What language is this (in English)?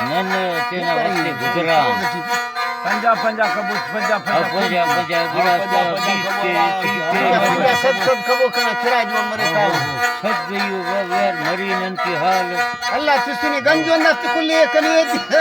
Brahui